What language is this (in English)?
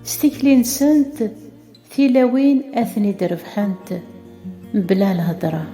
Kabyle